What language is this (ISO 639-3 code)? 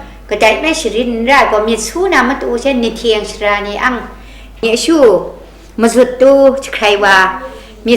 kac